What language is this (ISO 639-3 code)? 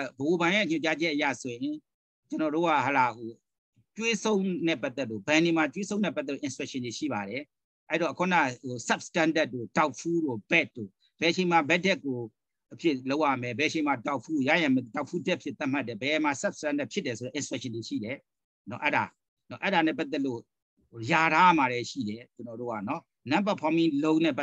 mya